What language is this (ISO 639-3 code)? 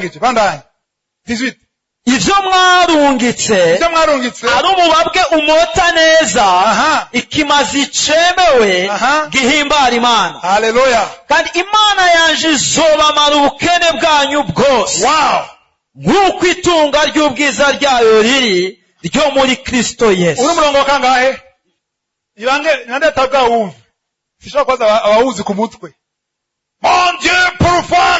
run